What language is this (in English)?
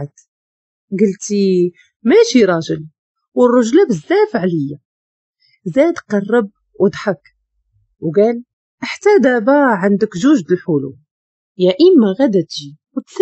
Moroccan Arabic